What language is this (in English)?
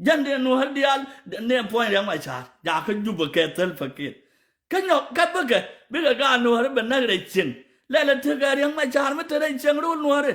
Nuer